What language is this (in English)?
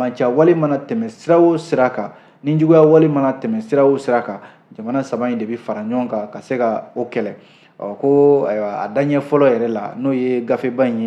Bambara